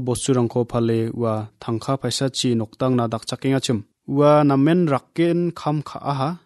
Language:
Garo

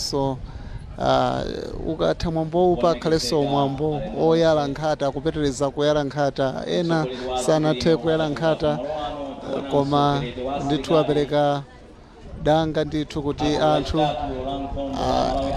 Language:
Nyanja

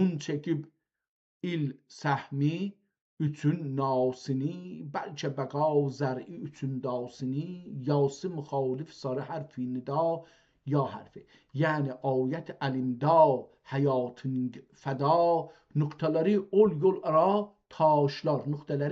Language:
South Azerbaijani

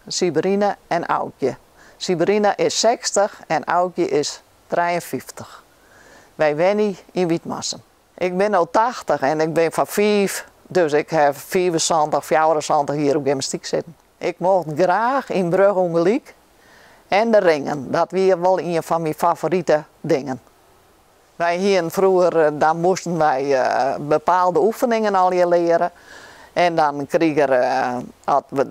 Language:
Dutch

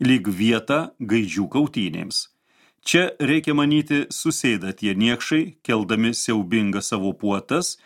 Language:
Lithuanian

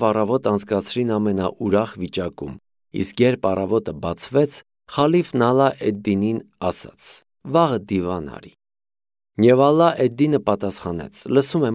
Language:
Armenian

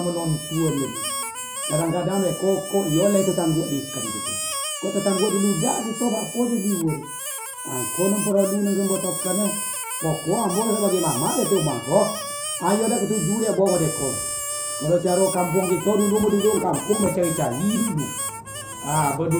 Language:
Minangkabau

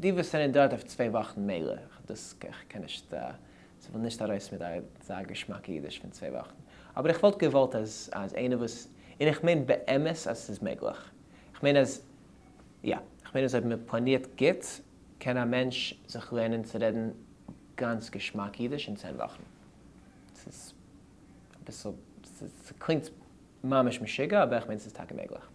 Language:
Yiddish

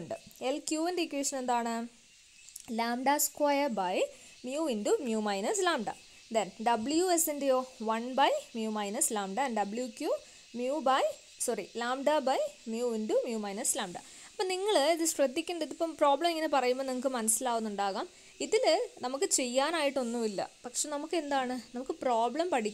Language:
Malayalam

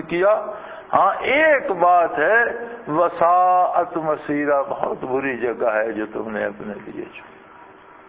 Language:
Urdu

